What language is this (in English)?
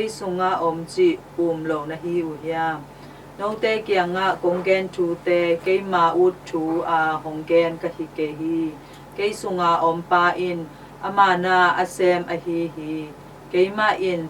Tedim Chin